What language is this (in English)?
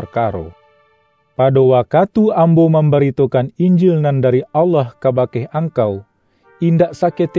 Minangkabau